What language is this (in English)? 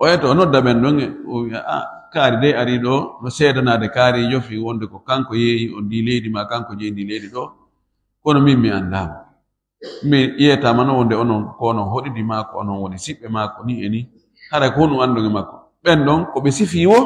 Fula